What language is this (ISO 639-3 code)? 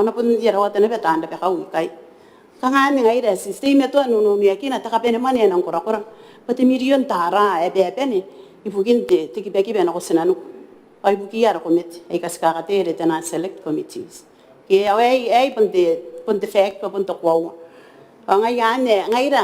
gil